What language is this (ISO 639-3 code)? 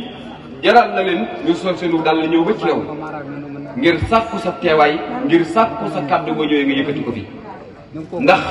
wol